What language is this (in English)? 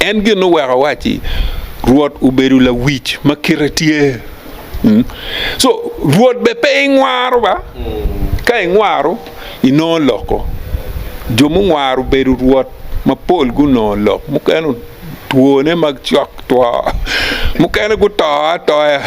Acoli